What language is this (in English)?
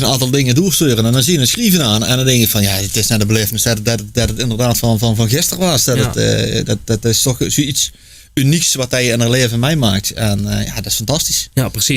Limburgish